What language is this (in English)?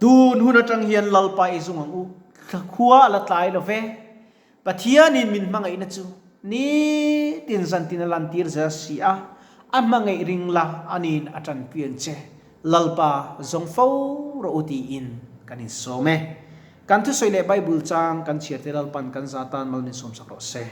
Mizo